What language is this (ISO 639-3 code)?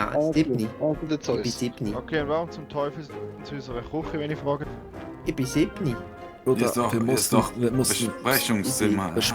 gsw